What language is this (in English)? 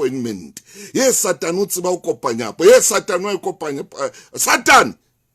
Southern Sotho